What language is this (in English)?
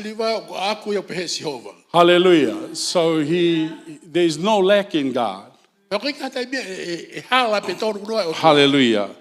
Tongan